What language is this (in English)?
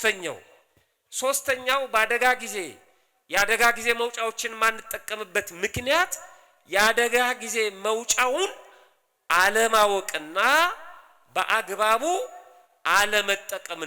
Amharic